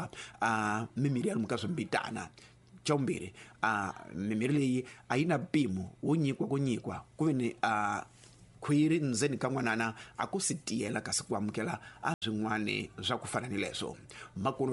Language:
Tsonga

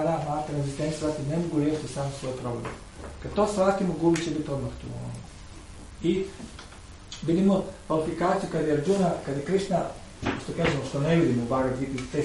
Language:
Croatian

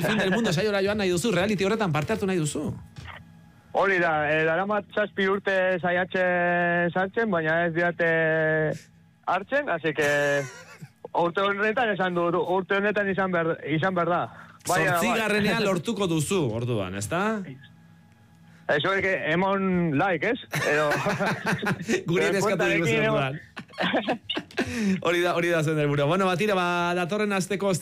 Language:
Basque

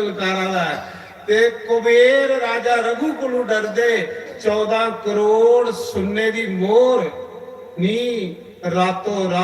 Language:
Dogri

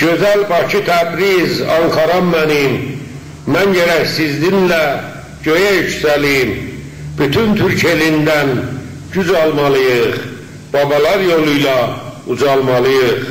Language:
South Azerbaijani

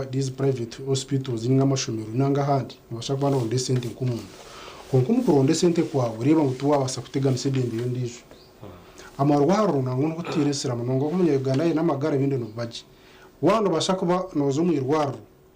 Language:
Nyankole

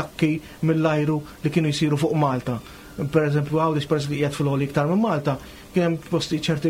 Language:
Maltese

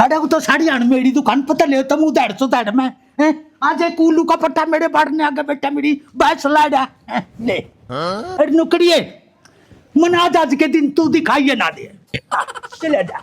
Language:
Haryanvi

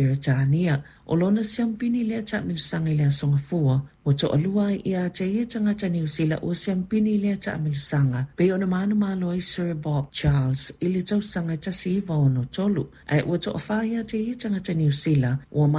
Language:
Samoan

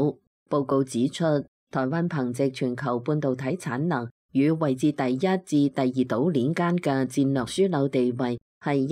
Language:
Cantonese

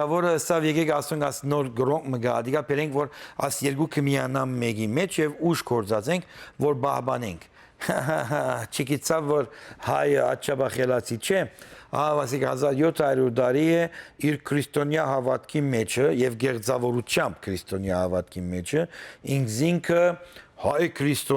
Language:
Western Armenian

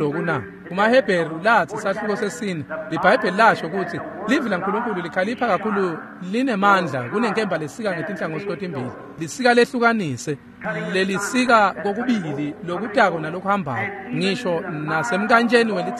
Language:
Swati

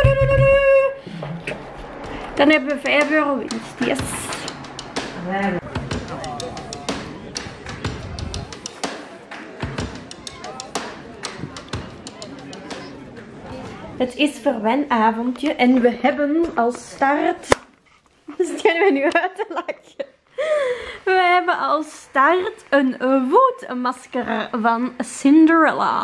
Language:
Dutch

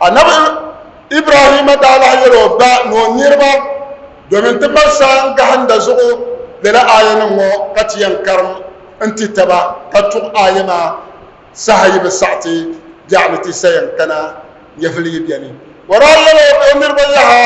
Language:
Dagbani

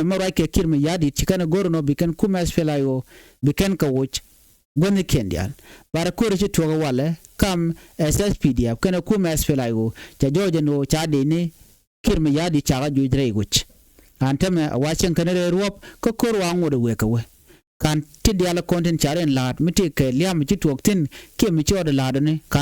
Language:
Nuer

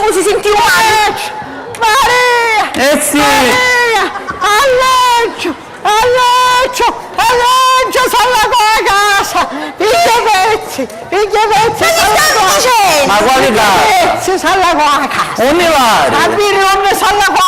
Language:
Sicilian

